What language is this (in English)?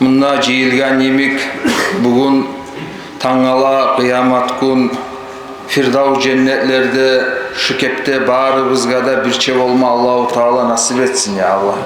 Kumyk